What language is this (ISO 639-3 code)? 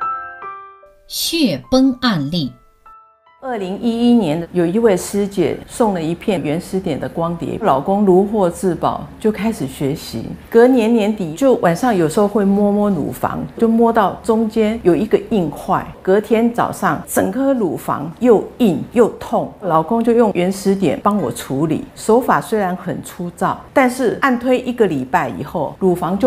zho